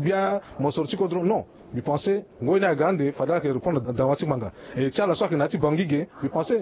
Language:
Sango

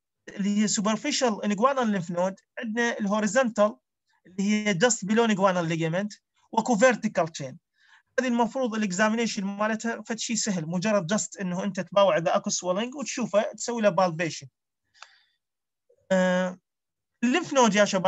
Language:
Mesopotamian Arabic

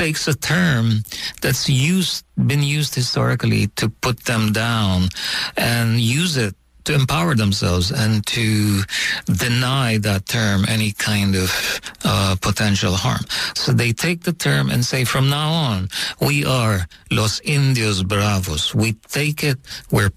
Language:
English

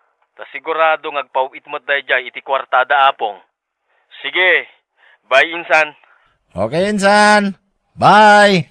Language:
Iloko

